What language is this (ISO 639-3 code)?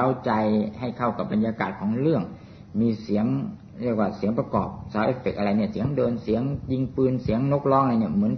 tha